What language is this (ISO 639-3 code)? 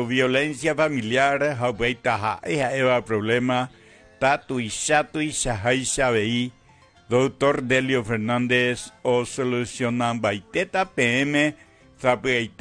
grn